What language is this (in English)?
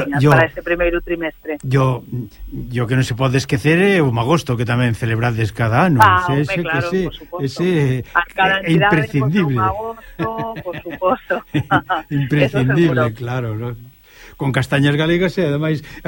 Galician